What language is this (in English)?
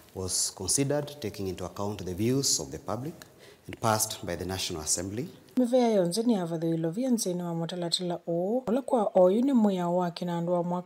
Kamba